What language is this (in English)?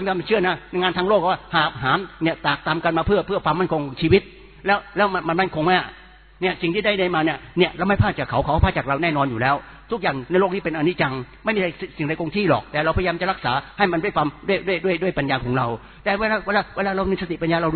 Thai